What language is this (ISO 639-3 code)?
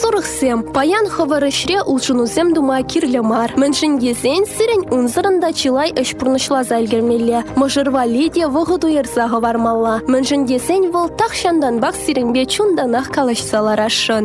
chv